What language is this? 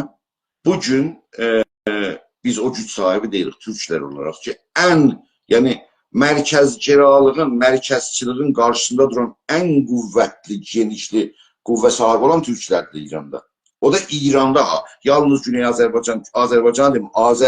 South Azerbaijani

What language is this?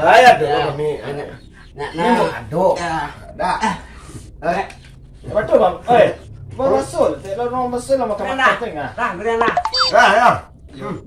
Minangkabau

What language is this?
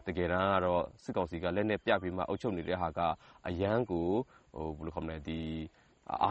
Burmese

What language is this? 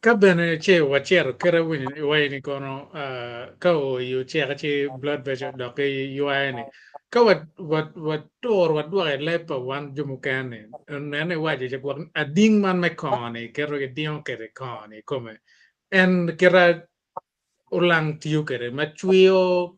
Acoli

